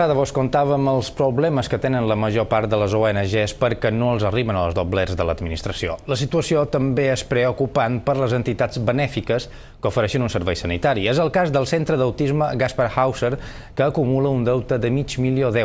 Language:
Catalan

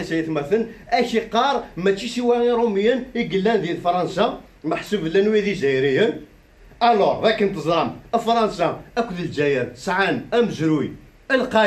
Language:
Kabyle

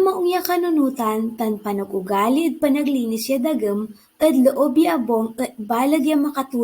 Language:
Pangasinan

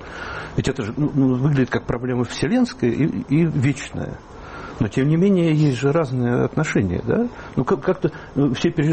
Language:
Russian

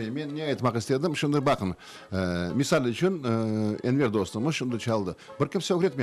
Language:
Crimean Tatar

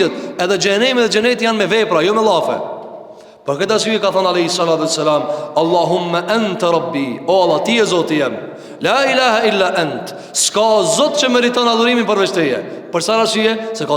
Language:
Albanian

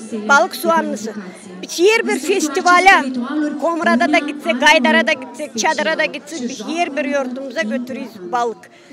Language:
Gagauz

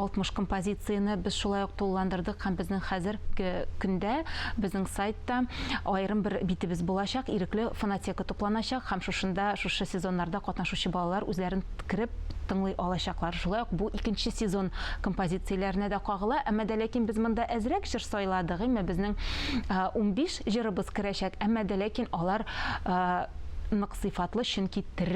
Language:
Tatar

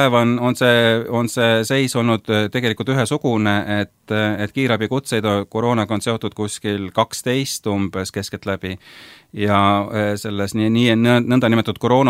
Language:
Estonian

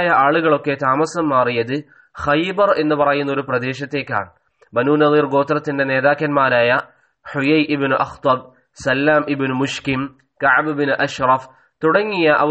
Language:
Malayalam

